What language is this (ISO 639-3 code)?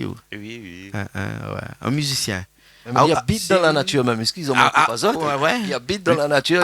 rcf